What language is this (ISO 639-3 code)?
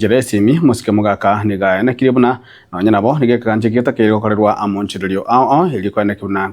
guz